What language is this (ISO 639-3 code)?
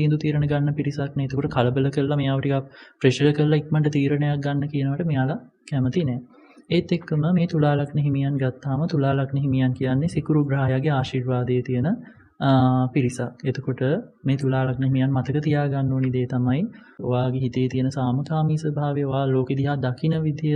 sin